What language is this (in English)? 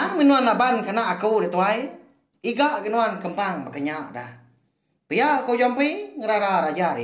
Iban